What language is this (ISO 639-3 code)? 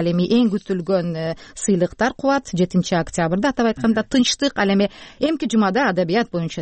kir